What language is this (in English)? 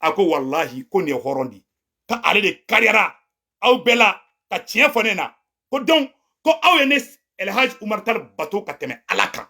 Bambara